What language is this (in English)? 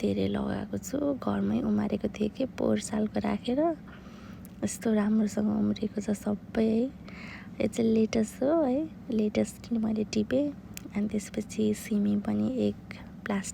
Nepali